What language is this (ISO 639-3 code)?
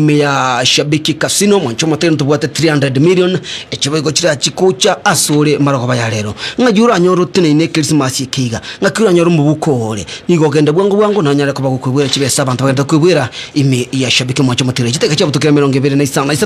guz